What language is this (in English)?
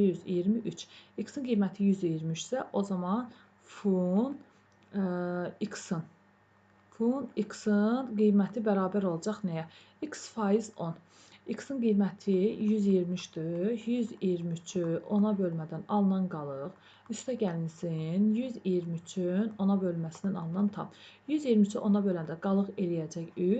Azerbaijani